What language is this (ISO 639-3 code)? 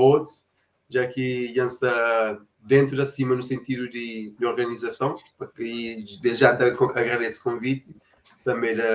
kea